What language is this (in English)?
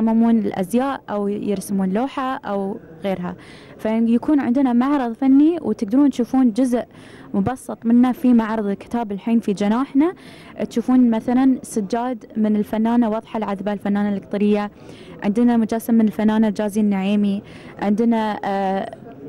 Gulf Arabic